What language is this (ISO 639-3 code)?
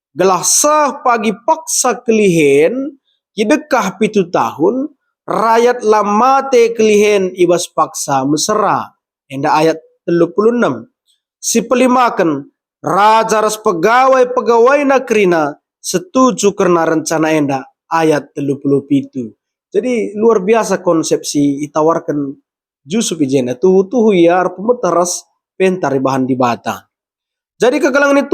btx